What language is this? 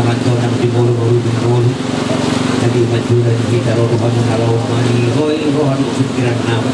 Batak Toba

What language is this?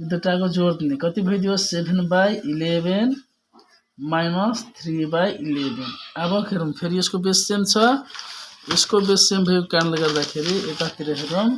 Nepali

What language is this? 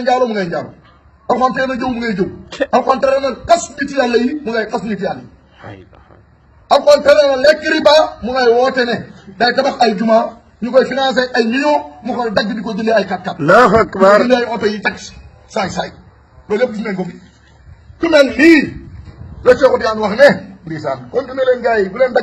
Wolof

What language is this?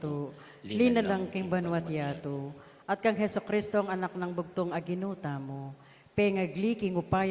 Pampanga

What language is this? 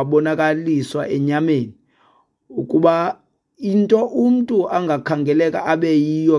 Xhosa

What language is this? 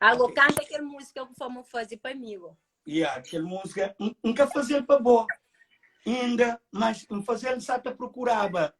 Kabuverdianu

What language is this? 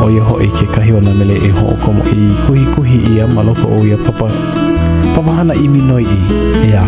Hawaiian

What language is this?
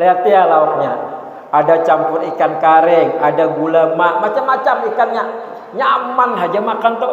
Banjar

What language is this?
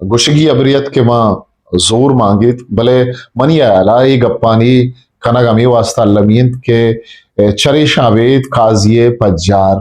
Eastern Balochi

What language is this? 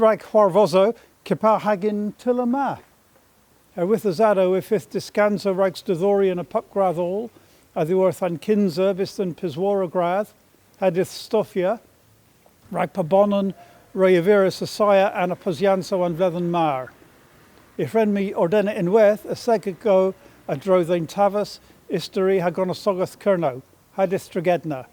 Cornish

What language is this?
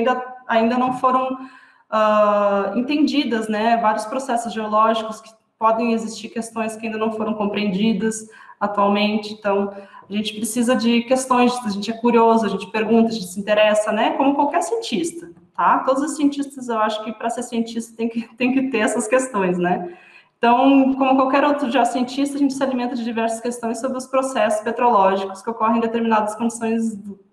Portuguese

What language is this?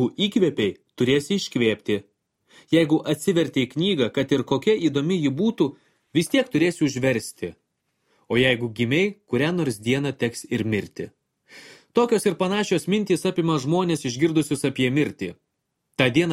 Lithuanian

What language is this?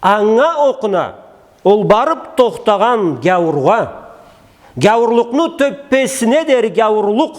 Karachay-Balkar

